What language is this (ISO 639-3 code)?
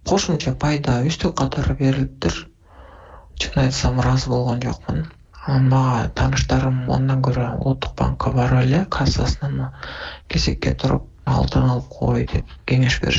kir